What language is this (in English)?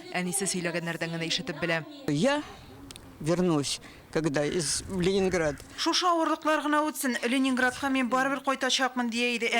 Tatar